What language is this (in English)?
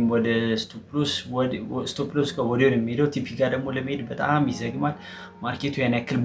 Amharic